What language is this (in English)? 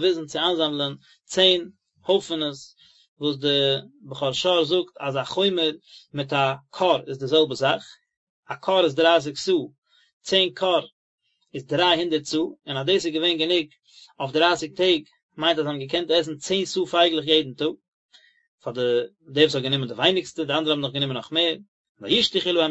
Yiddish